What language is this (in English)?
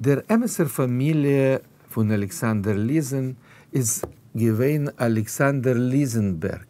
Yiddish